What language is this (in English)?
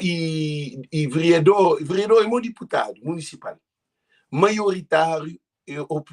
Kabuverdianu